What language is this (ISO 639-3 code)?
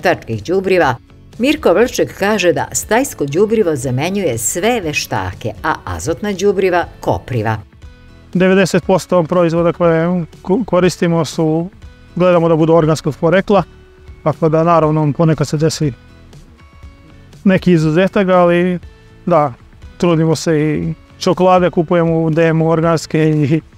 srp